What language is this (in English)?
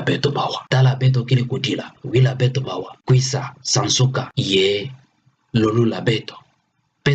Kituba (Democratic Republic of Congo)